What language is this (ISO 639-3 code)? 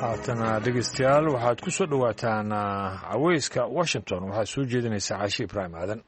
som